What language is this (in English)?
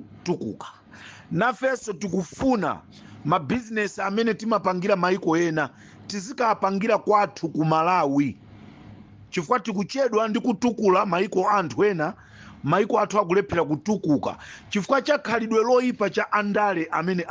Nyanja